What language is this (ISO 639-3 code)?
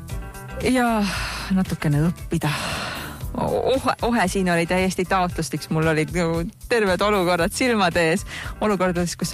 est